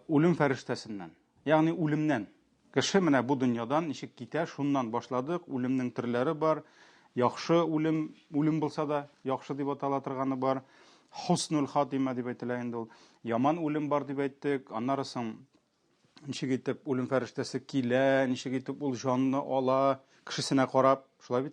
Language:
Tatar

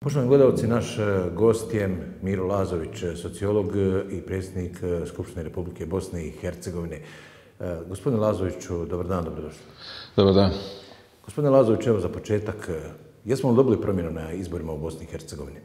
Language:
Bosnian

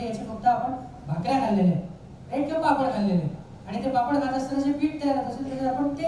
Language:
Marathi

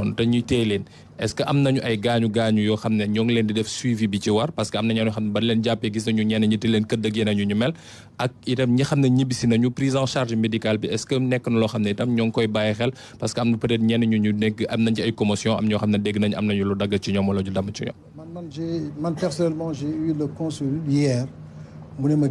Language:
Wolof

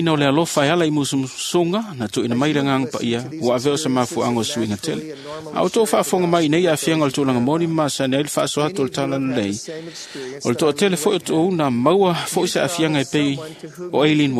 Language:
Samoan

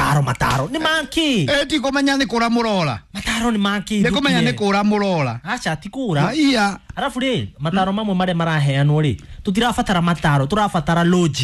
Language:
Kikuyu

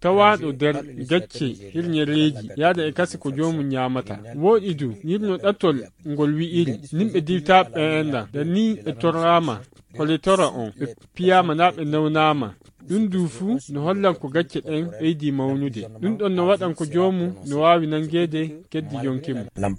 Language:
Nigerian Fulfulde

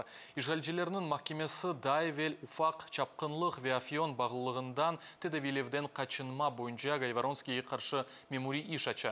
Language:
Crimean Tatar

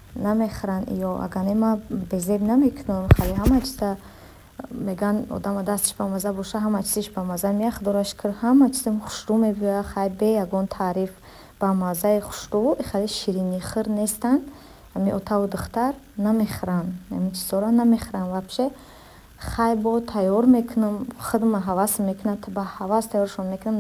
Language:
Tajik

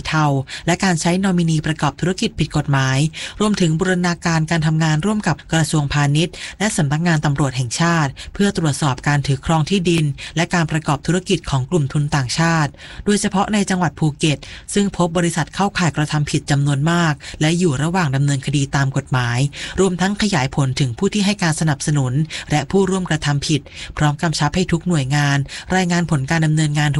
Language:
Thai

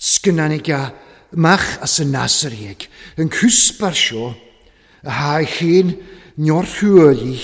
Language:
Welsh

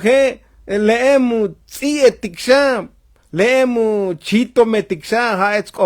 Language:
Tzotzil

